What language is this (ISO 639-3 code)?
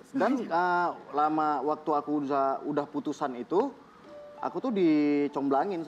ind